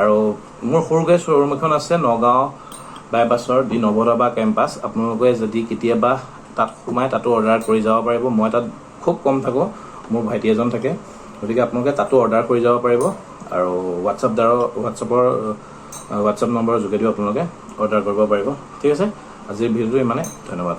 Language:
Assamese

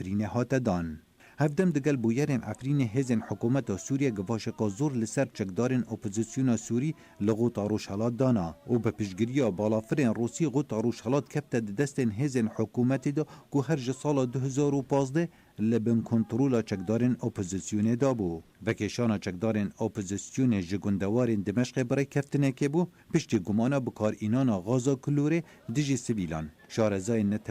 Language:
Kurdish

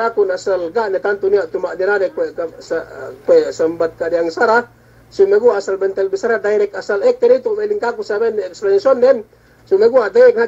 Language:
Yakan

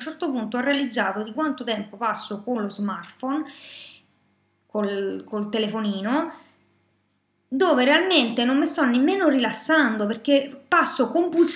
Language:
Italian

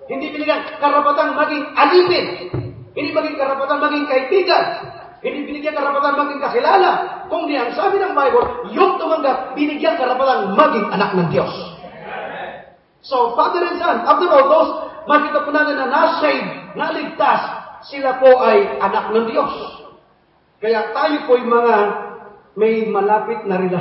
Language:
Filipino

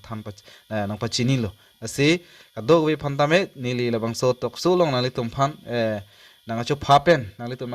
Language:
Karbi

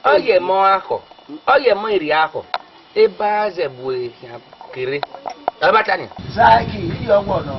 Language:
Esan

